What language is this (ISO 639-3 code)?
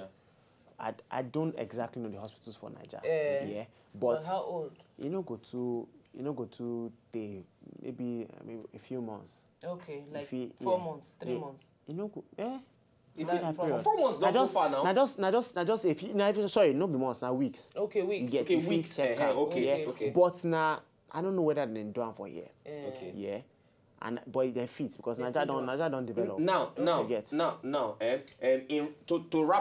pcm